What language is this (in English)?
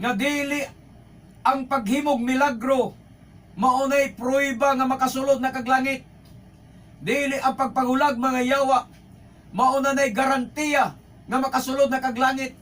Cebuano